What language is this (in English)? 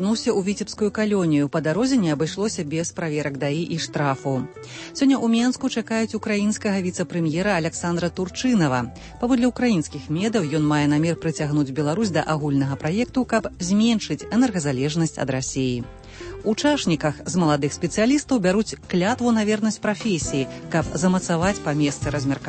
Belarusian